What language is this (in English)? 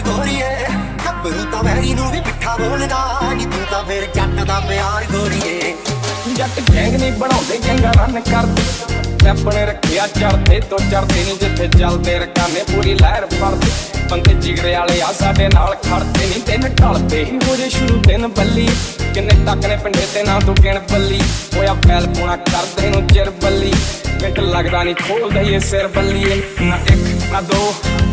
Punjabi